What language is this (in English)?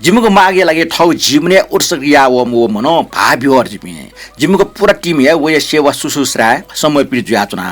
Newari